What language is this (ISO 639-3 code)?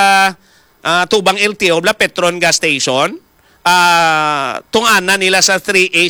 hil